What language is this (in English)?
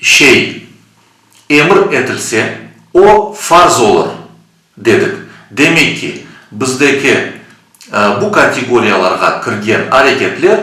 Crimean Tatar